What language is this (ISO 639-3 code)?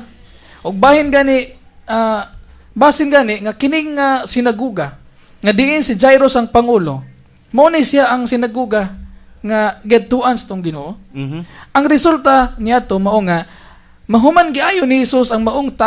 ceb